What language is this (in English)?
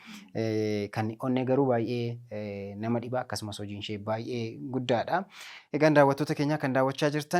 Oromo